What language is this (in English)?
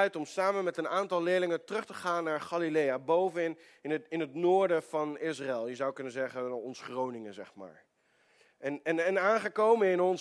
Dutch